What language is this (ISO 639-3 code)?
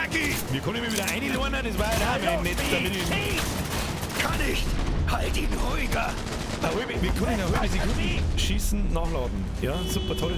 bar